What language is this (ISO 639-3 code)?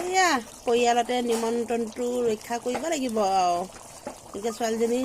asm